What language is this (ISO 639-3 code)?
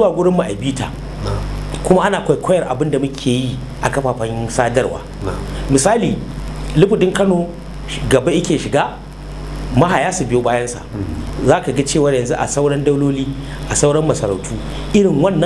hau